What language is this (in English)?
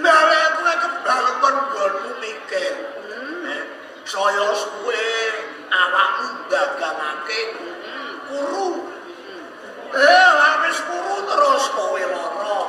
Javanese